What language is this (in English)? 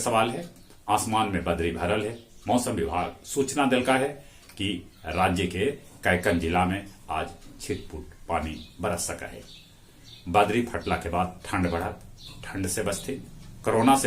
Magahi